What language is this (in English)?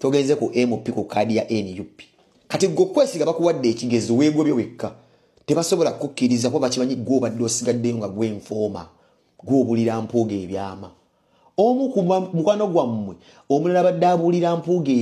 Ganda